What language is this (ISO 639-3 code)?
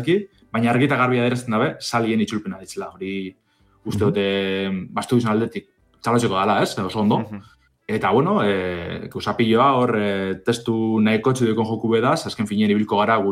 eus